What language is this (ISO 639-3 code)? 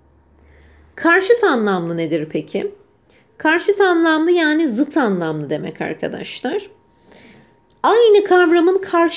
tur